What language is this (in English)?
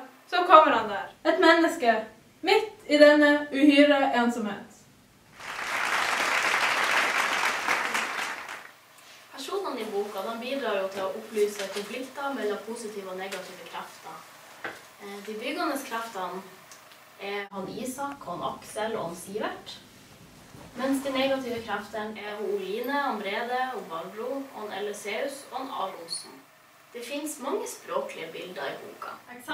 Norwegian